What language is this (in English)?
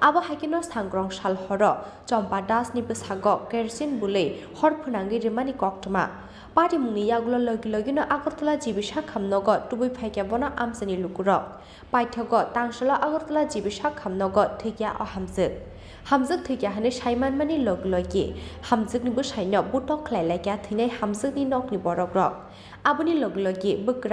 Kok Borok